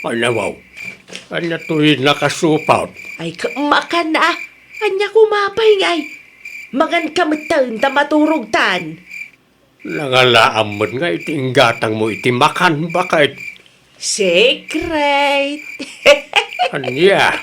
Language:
Iloko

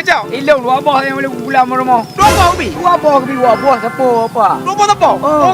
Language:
Achinese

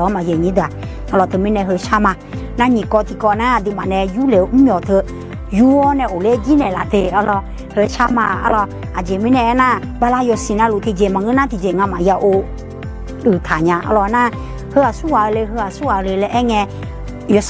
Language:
Akha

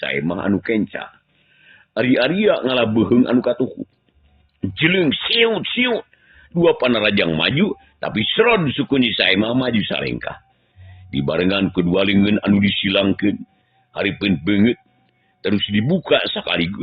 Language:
Sundanese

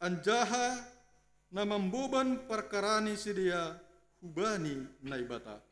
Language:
Batak Simalungun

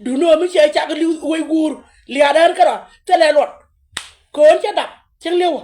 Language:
Nuer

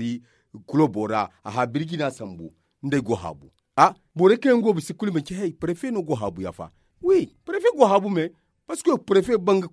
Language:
Zarma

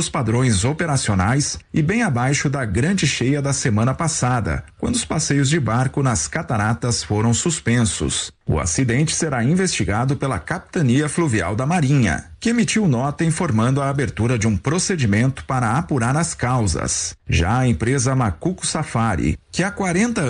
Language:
Portuguese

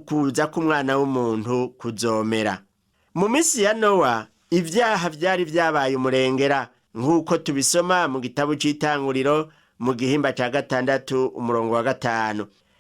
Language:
Rundi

